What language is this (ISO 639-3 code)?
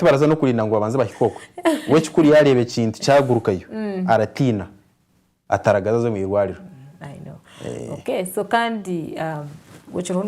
nyn